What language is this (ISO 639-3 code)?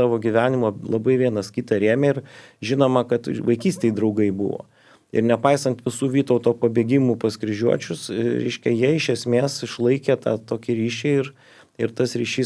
lit